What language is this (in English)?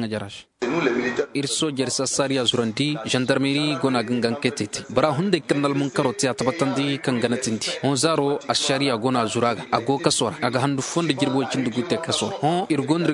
Zarma